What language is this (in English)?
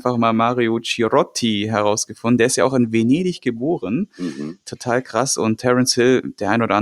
German